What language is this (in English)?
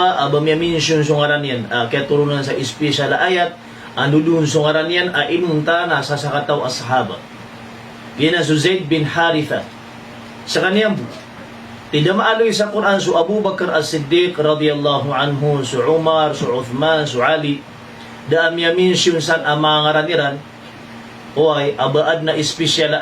Maranao